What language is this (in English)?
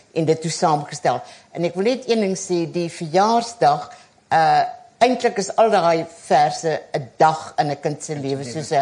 Afrikaans